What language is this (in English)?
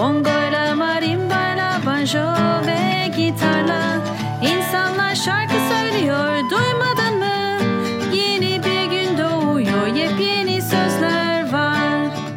Turkish